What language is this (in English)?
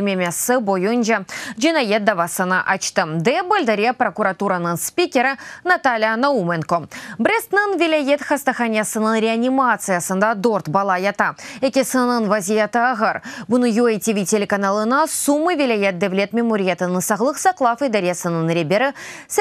Crimean Tatar